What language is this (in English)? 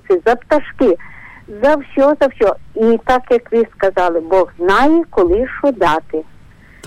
Ukrainian